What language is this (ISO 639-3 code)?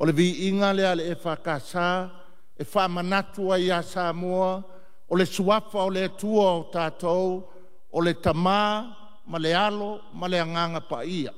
smo